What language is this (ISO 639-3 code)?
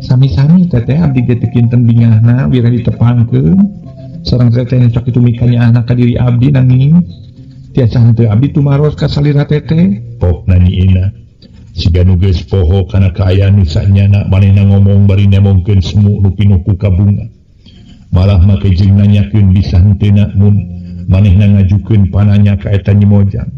sun